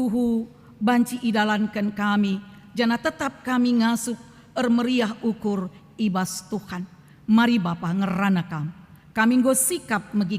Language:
Batak Karo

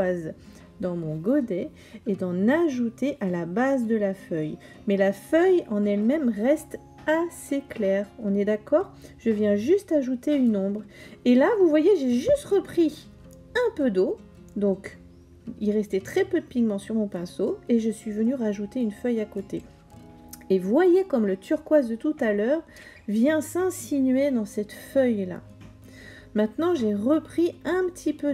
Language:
French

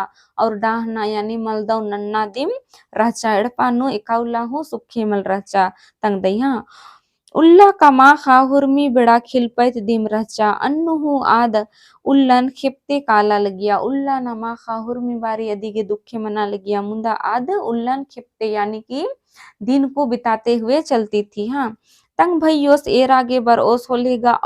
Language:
Kurukh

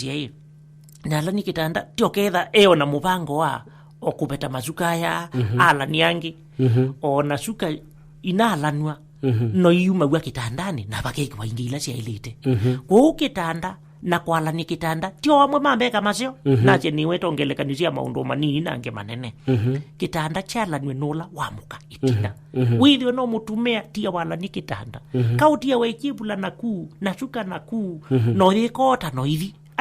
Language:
Kamba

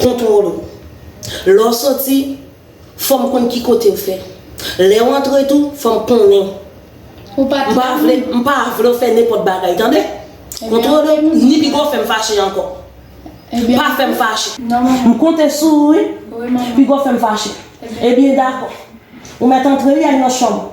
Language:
Haitian Creole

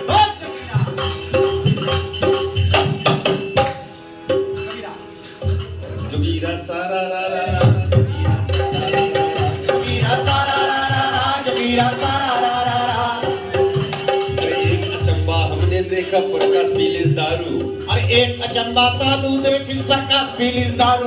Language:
Bhojpuri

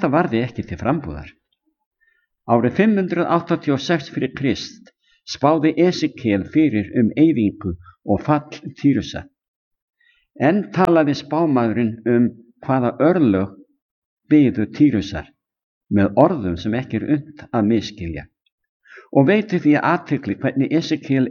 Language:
Icelandic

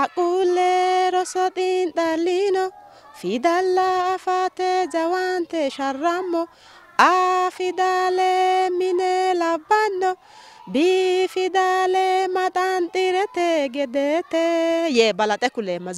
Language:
Sidamo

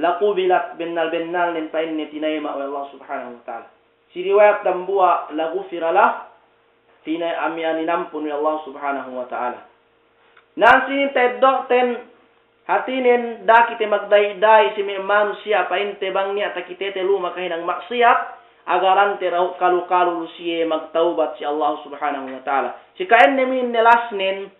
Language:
Yakan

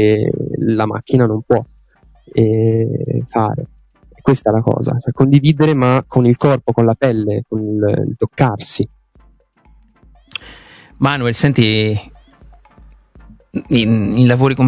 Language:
Italian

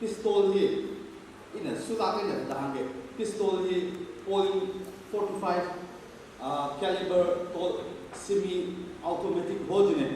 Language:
Tangkhul Naga (India)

